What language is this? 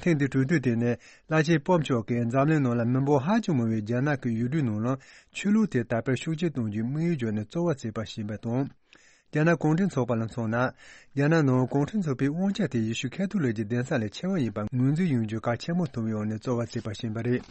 Tibetan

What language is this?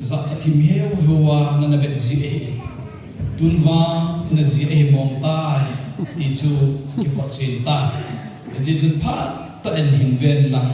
Thado Chin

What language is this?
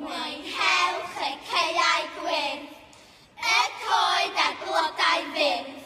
Welsh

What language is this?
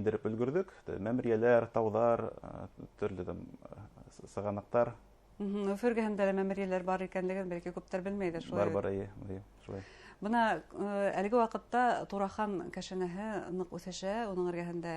Bashkir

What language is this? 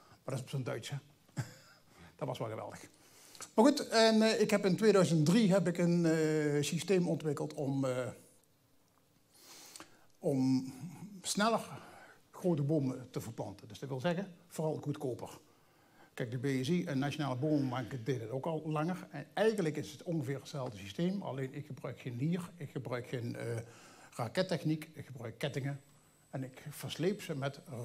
Dutch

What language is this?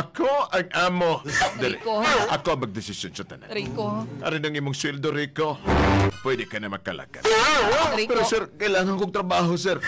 Hiligaynon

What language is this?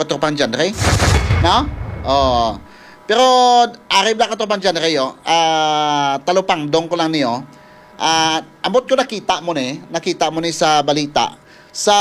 Hiligaynon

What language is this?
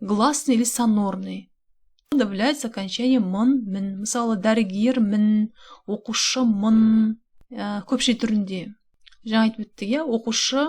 Kazakh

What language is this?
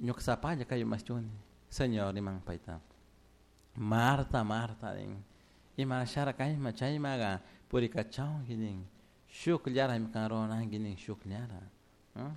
Chimborazo Highland Quichua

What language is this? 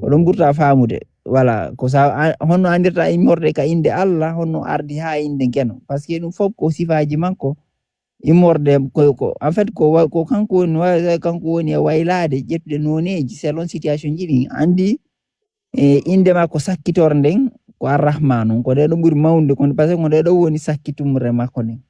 Fula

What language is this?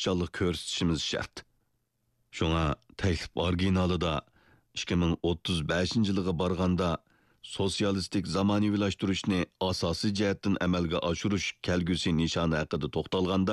Uyghur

